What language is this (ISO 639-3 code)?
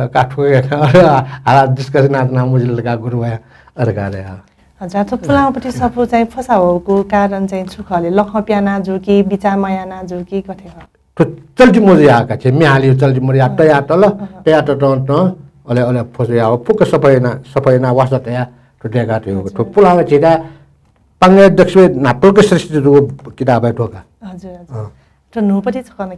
new